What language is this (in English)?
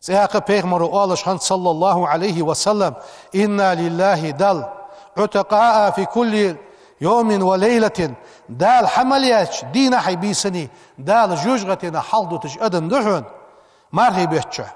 Ingush